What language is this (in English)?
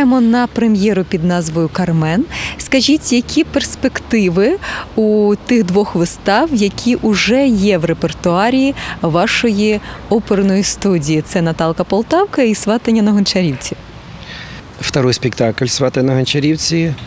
Ukrainian